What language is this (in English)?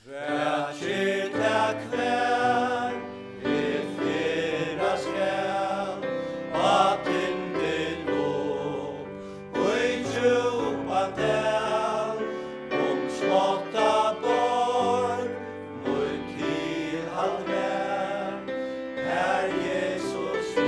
Faroese